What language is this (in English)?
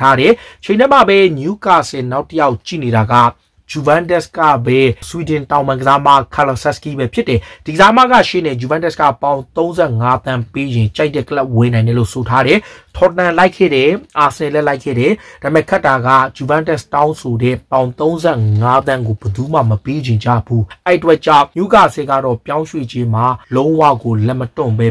Burmese